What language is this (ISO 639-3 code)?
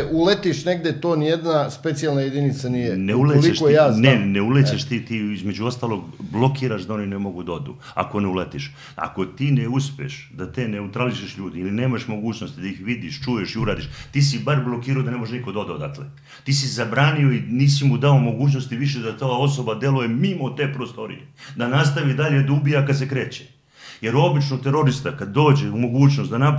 srp